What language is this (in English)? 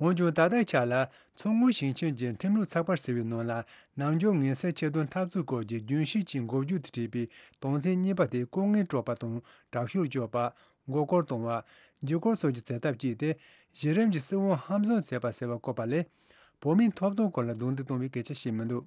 Tibetan